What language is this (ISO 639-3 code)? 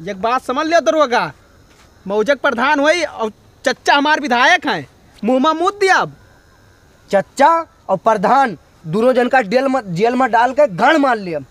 awa